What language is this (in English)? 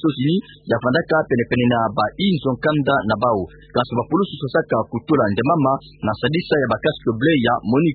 Kituba (Democratic Republic of Congo)